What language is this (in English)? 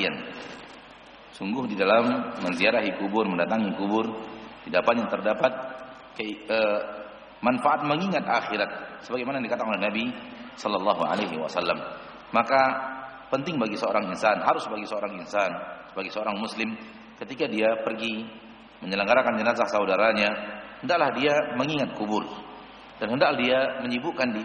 Indonesian